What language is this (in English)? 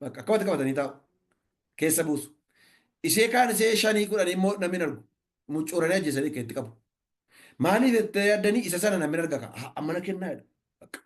Oromo